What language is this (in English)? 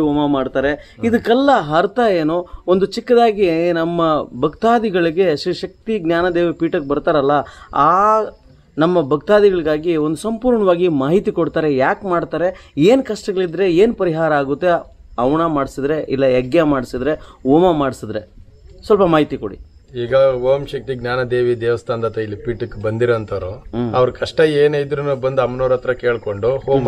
Kannada